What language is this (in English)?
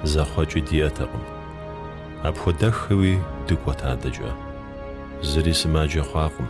Kabardian